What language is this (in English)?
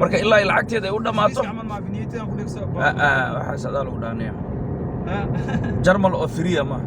Somali